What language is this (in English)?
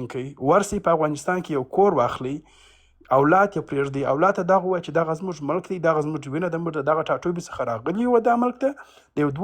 Pashto